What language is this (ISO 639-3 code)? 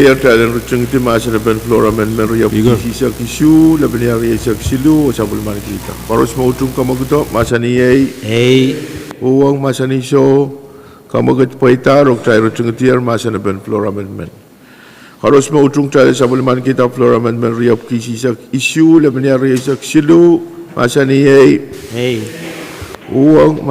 pon